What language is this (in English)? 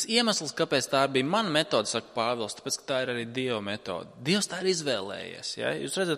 Latvian